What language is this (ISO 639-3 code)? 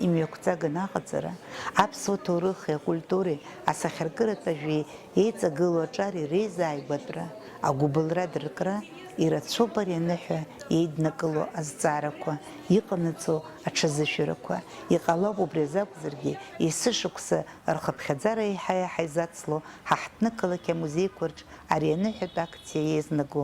abk